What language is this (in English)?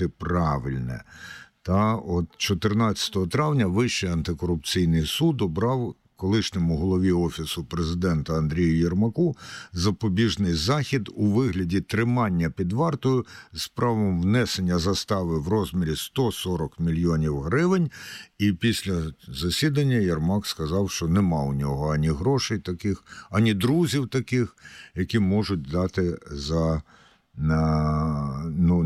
Ukrainian